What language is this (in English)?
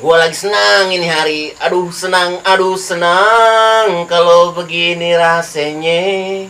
Betawi